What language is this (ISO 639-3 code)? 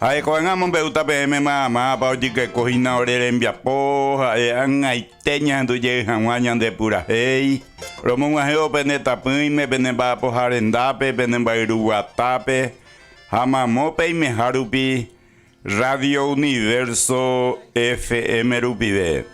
grn